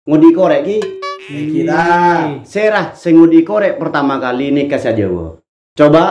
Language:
Madurese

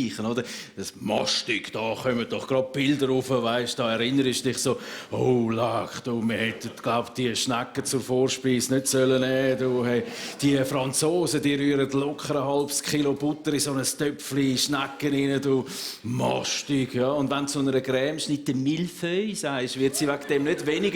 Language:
Swiss German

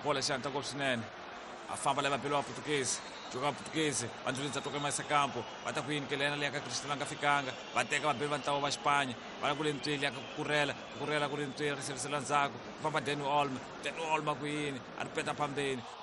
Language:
Tsonga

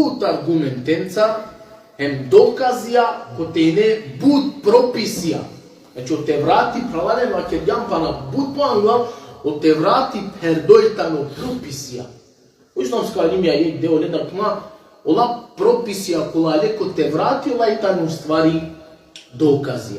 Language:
Balkan Romani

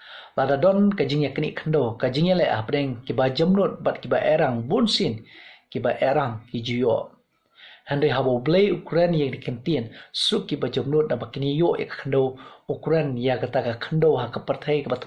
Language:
Khasi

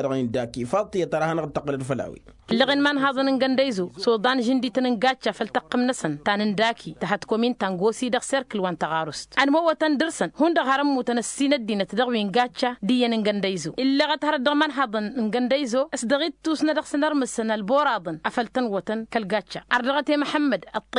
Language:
Tamasheq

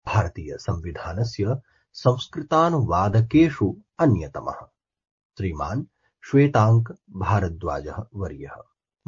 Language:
Sanskrit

